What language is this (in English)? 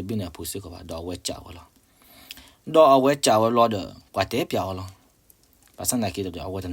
S'gaw Karen